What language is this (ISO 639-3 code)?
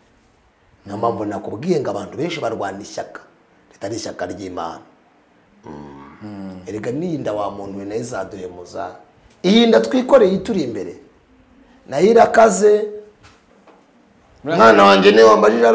kin